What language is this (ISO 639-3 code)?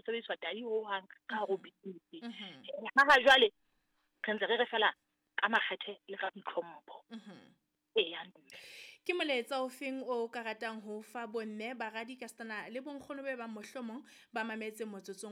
sot